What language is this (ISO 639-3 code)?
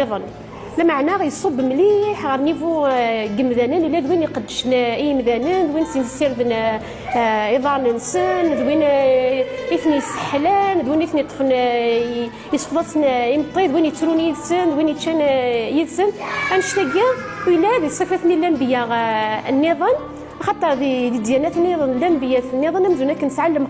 kab